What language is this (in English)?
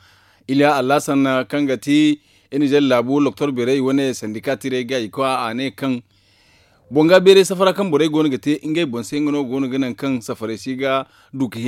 Zarma